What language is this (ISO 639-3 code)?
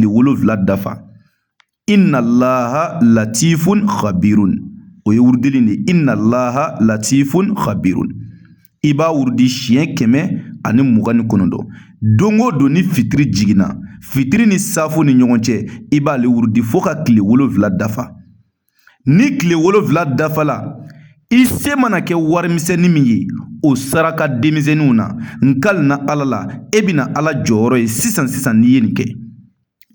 bam